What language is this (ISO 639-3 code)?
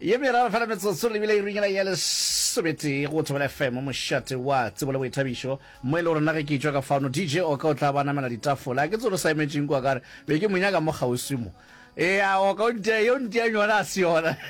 nso